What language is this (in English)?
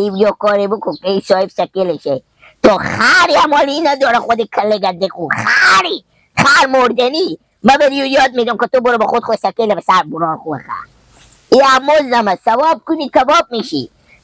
Persian